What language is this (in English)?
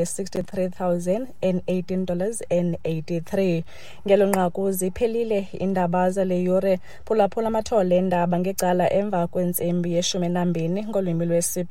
Xhosa